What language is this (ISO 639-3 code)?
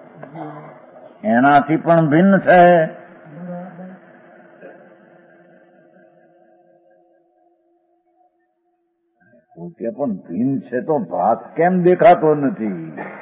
guj